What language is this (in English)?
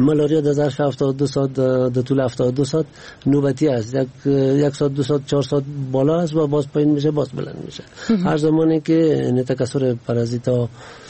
Persian